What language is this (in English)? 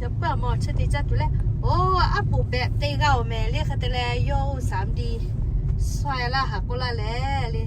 Lahu